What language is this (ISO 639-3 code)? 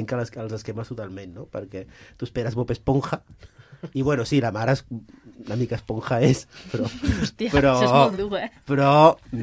cat